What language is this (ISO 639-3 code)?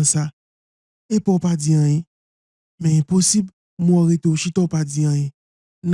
hat